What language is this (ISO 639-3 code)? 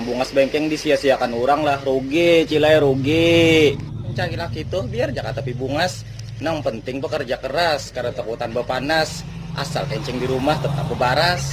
bjn